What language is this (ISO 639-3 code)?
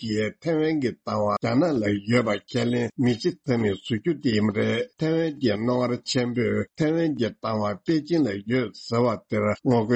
bod